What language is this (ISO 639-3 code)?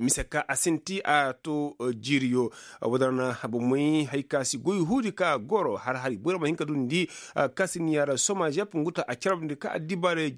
ses